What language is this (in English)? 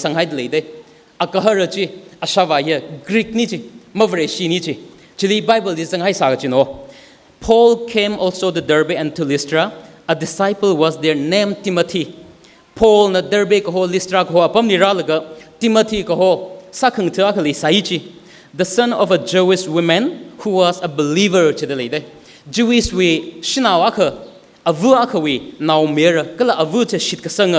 Tangkhul Naga (India)